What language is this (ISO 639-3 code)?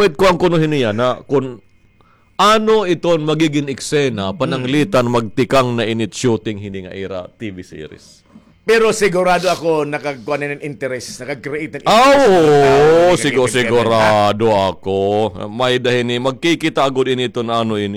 war